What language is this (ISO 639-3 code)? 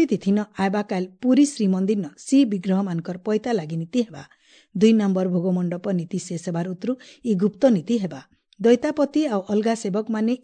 ori